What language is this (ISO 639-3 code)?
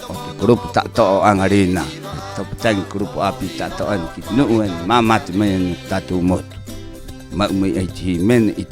rap